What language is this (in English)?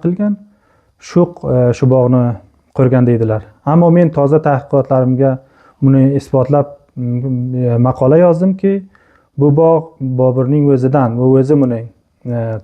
Uzbek